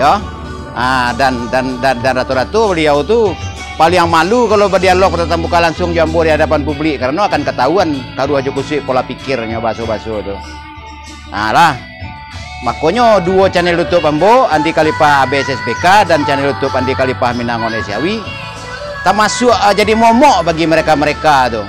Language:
Minangkabau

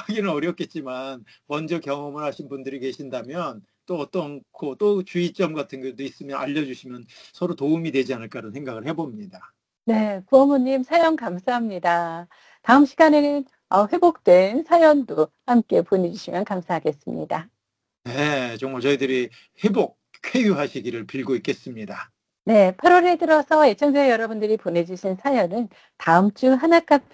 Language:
Korean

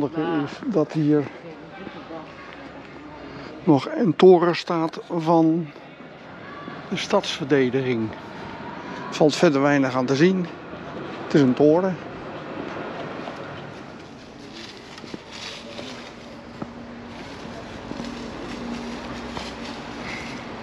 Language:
Dutch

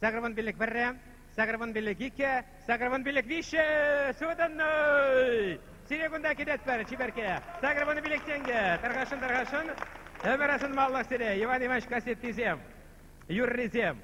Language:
Chuvash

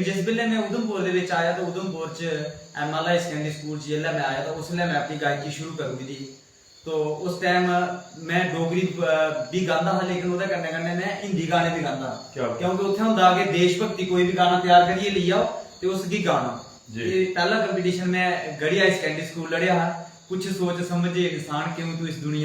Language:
Dogri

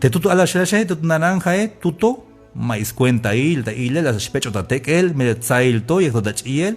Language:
Tzeltal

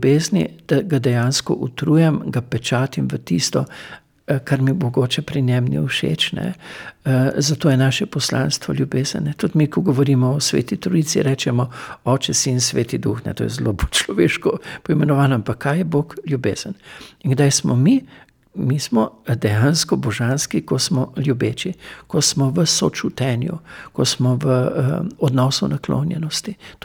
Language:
Slovenian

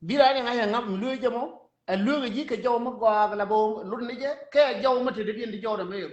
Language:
Nuer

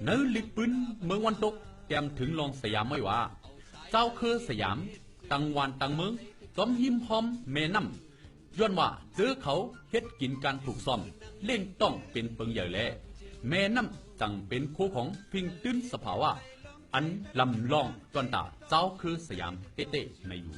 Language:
Shan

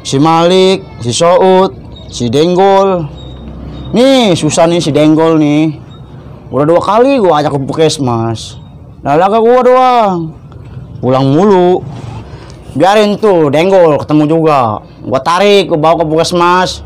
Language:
Betawi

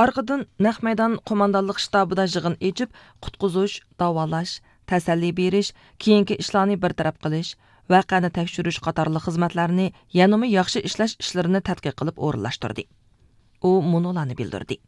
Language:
Uyghur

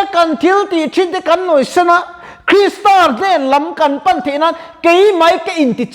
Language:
Mizo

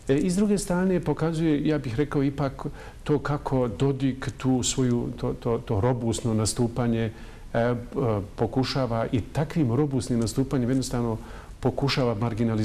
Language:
Bosnian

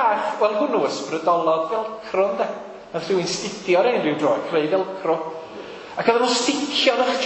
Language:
Welsh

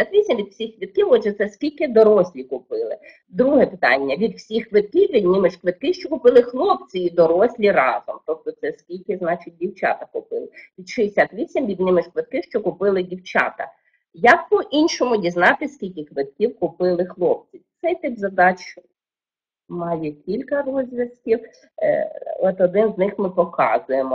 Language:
Ukrainian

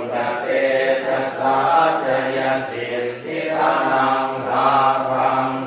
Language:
Pali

